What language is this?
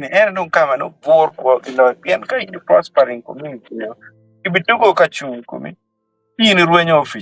Acoli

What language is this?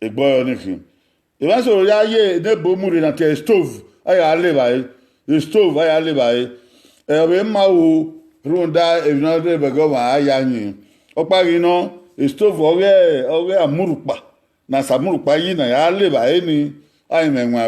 Bini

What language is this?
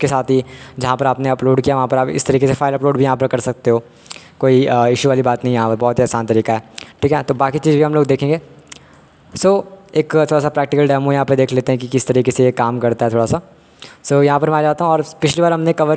Hindi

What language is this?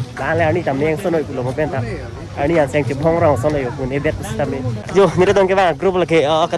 Karbi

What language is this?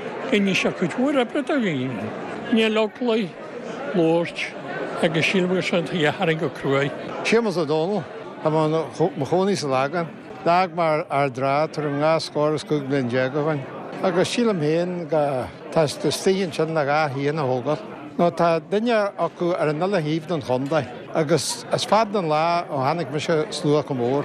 Irish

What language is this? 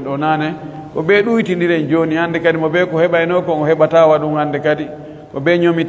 Fula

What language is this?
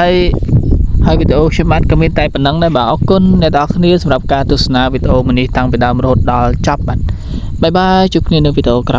Khmer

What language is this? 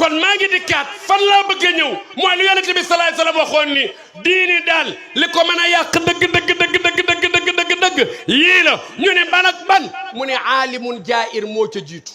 Wolof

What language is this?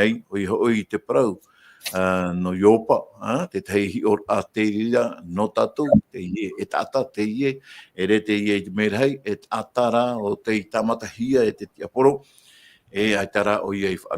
Tahitian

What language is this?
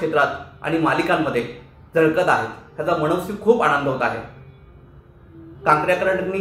Marathi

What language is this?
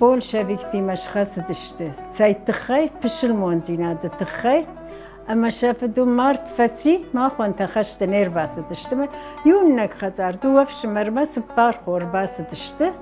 Ossetic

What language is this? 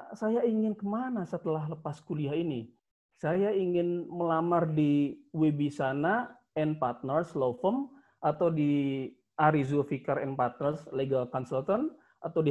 Indonesian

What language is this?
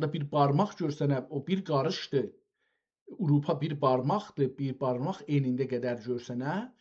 South Azerbaijani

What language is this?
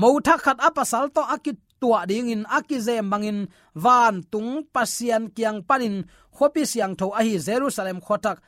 Tedim Chin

